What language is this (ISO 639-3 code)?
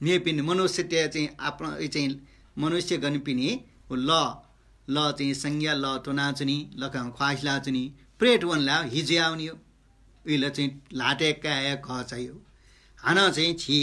new